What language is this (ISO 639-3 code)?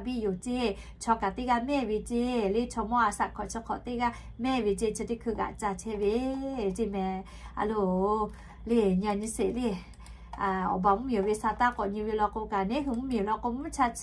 lhu